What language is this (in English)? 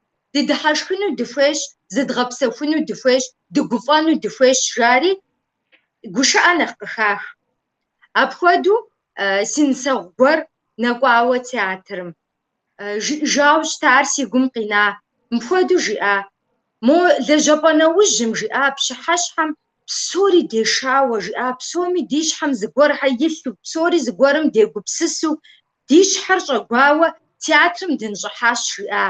Kabardian